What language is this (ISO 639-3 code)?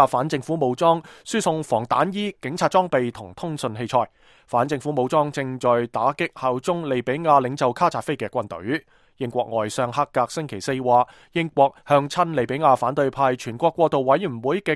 yue